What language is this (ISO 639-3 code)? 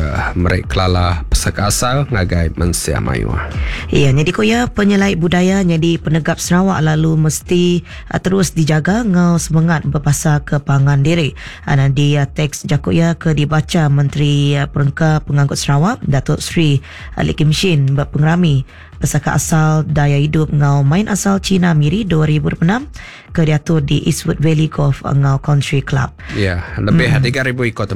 iba